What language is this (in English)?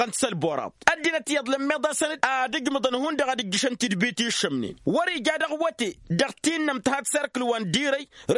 Tamasheq